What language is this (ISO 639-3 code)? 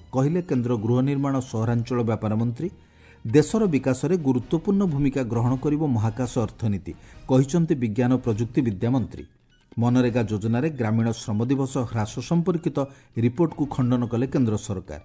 ori